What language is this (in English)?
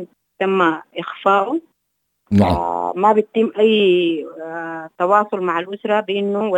Sudanese Arabic